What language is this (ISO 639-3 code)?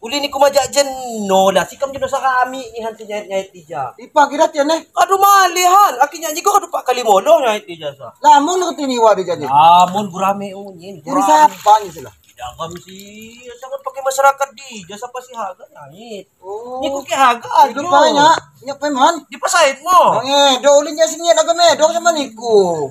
ljp